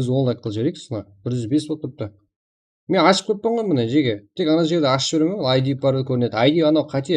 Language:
Kara-Kalpak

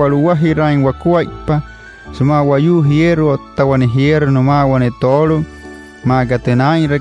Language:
Wayuu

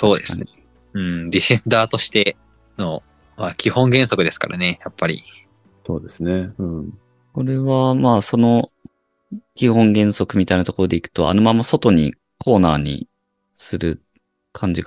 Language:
Japanese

